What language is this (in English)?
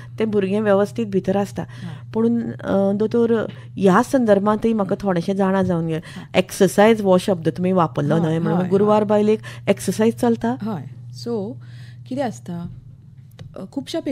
Konkani